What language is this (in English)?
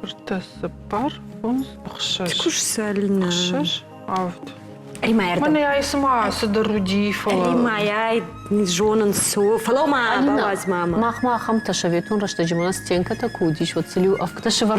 Ossetic